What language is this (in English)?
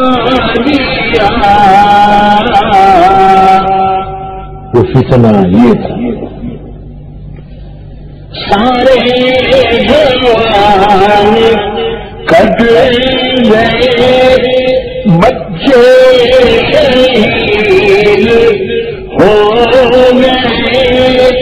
Urdu